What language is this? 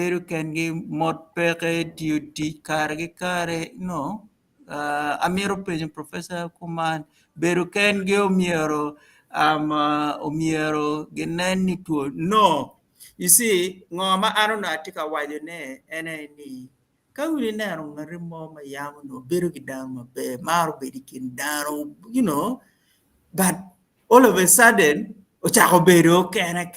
Acoli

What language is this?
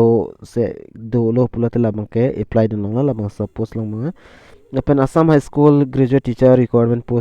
Karbi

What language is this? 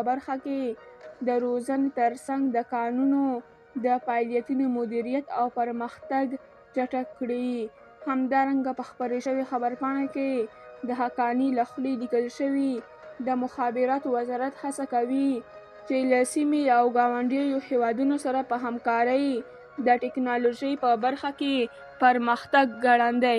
Pashto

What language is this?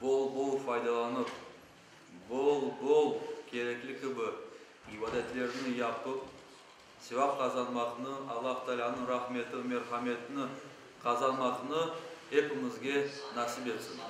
Crimean Tatar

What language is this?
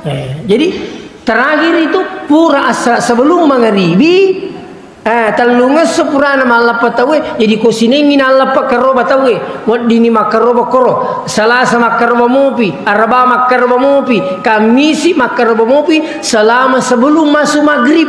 Buginese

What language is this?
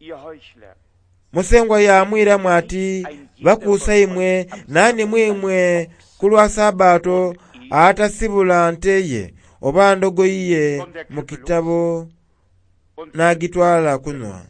Soga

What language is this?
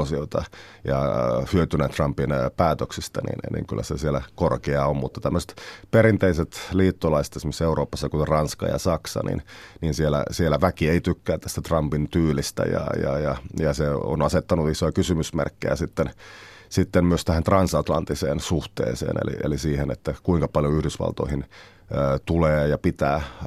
Finnish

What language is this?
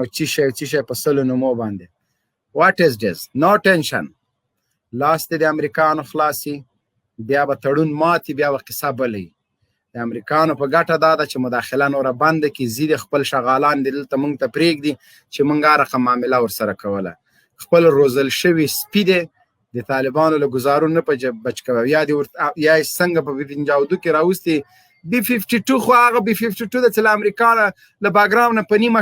Pashto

